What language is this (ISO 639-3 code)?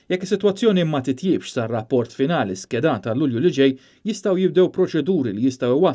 mlt